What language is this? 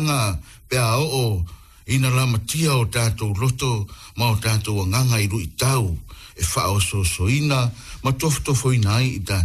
Samoan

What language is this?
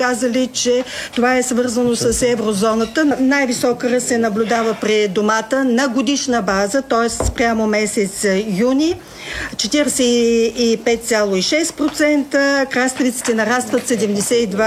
Bulgarian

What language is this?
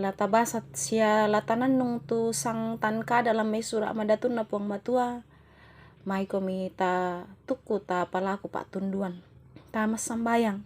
Toraja-Sa'dan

